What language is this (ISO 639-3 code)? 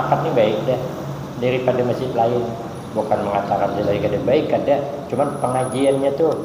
bjn